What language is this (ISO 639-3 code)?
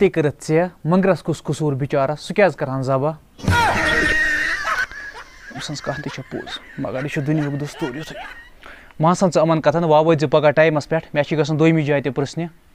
kas